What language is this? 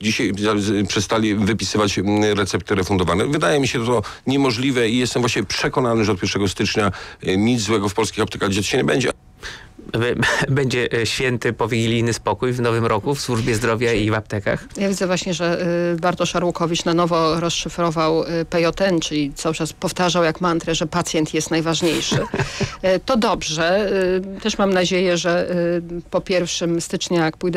Polish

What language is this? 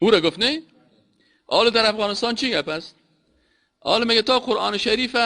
Persian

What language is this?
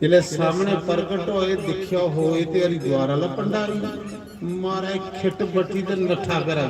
Dogri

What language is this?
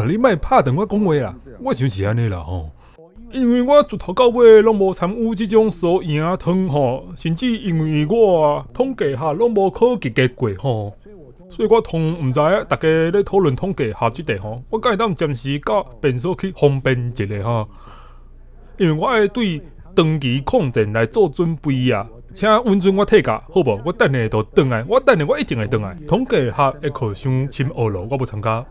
Min Nan Chinese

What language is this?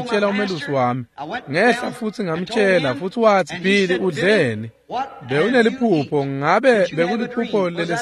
Swati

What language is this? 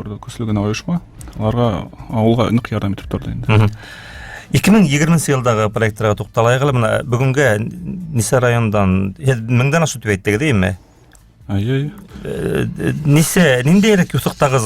Bashkir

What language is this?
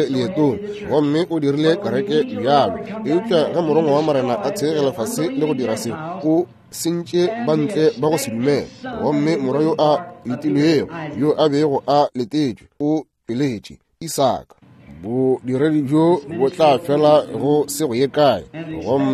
Northern Sotho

